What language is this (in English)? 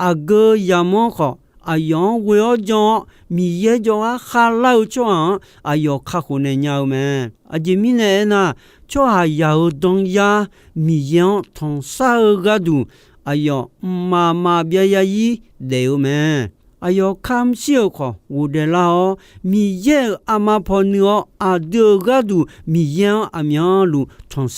Akha